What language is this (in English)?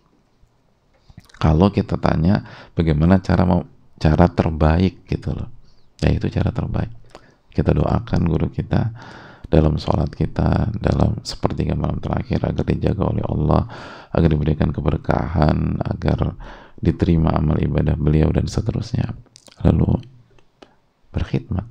Indonesian